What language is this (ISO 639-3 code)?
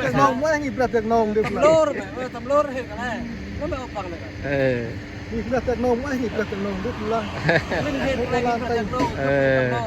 cmo